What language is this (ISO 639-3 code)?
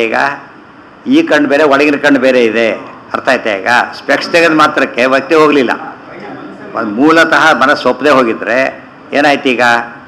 kan